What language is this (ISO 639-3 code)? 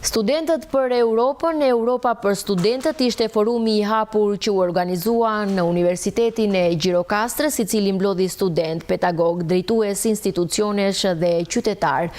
sqi